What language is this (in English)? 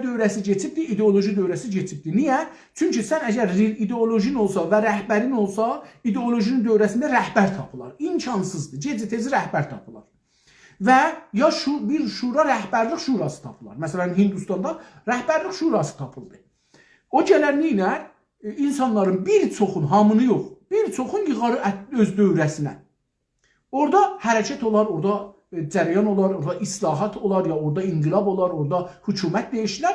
South Azerbaijani